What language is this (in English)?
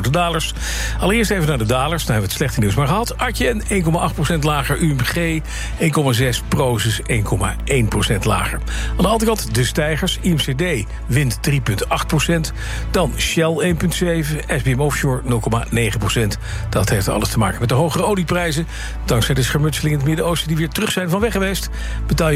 Dutch